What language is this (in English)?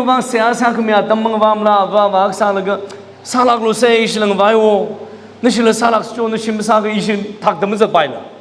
Tangkhul Naga (India)